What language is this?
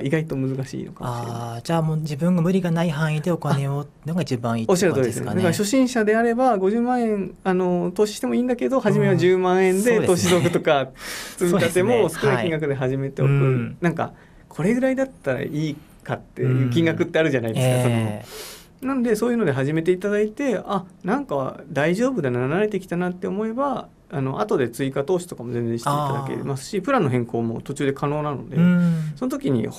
Japanese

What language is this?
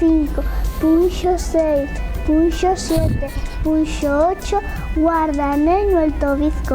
Asturian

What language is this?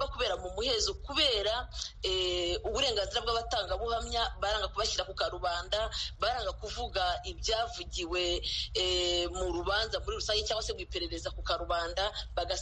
Kinyarwanda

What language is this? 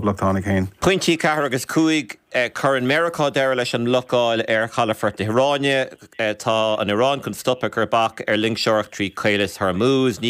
Irish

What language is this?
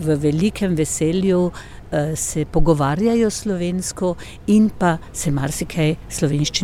Slovenian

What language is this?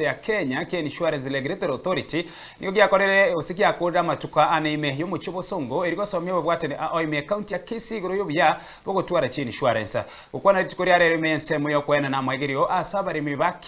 Gusii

